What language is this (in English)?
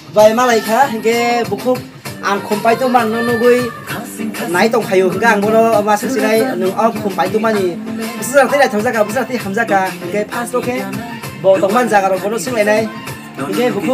Kok Borok